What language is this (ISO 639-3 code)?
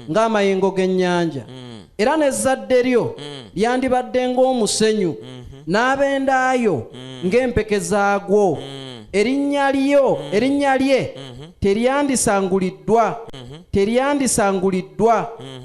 lug